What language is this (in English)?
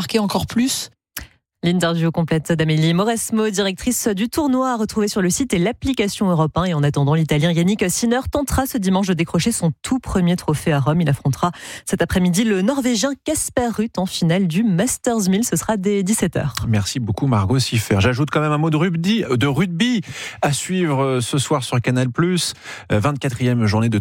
French